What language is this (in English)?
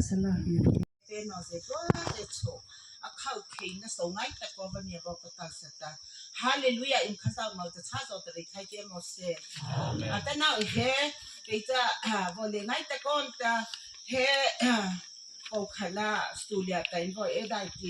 Mara Chin